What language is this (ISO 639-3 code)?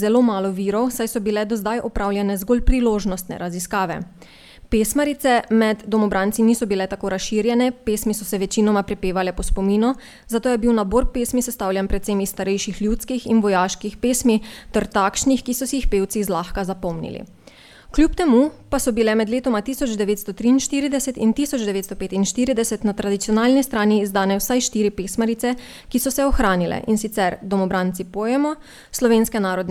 slv